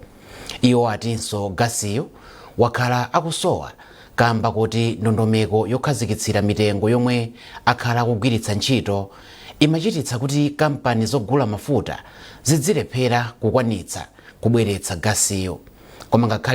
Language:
Nyanja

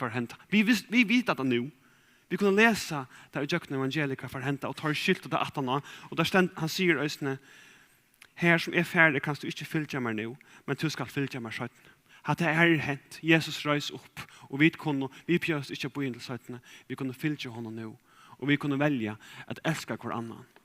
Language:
Faroese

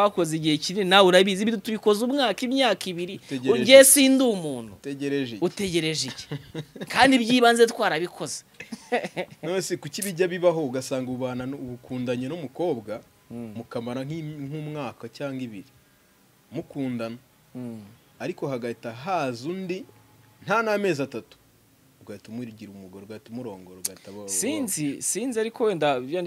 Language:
Kinyarwanda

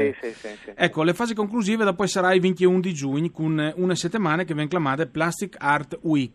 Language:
Friulian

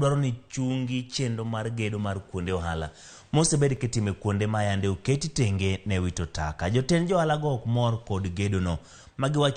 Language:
Luo (Kenya and Tanzania)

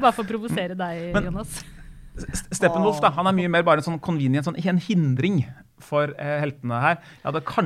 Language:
Norwegian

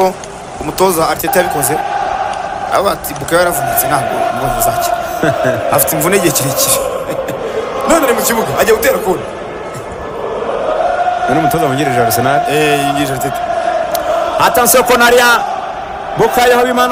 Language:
Kinyarwanda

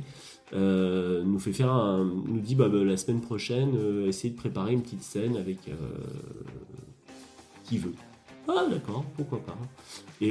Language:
French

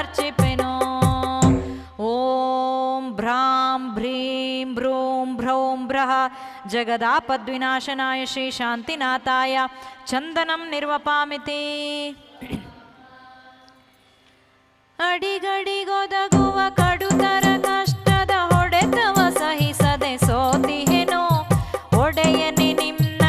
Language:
Kannada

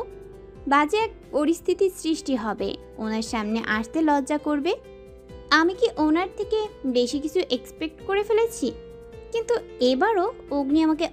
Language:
Bangla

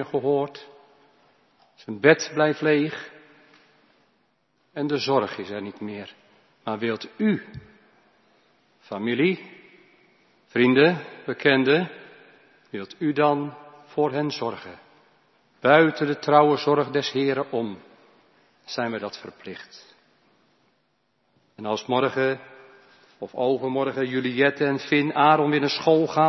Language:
Dutch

